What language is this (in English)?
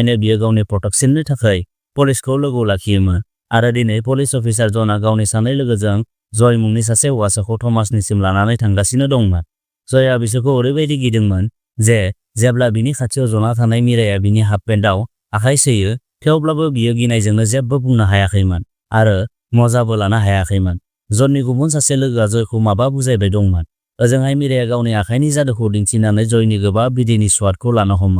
Bodo